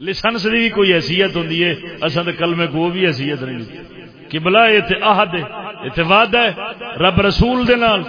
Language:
Saraiki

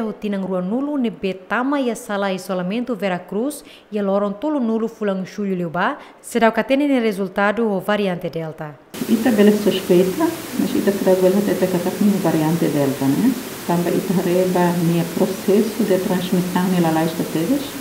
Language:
Tetum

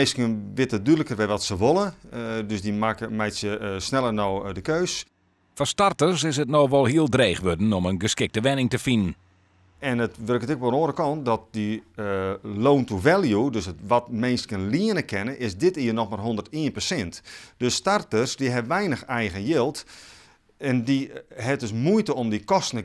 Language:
Western Frisian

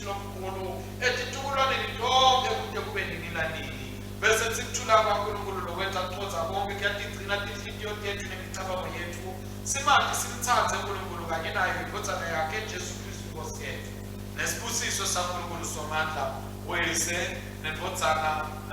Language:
Swati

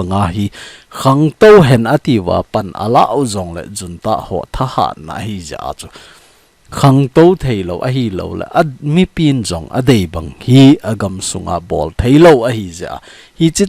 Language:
Thado Chin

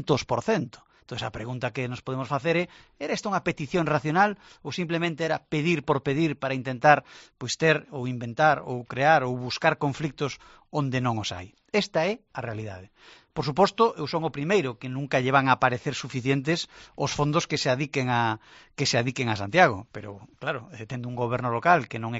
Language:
Galician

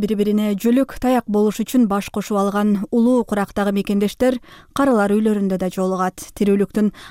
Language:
Kyrgyz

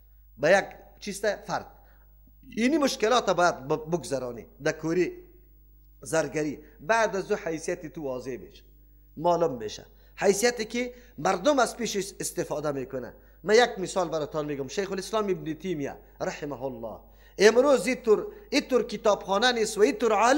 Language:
Persian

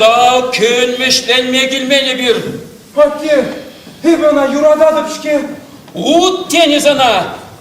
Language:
Chuvash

